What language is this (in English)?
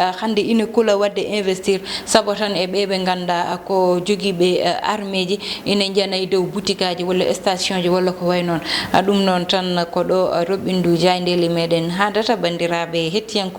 Fula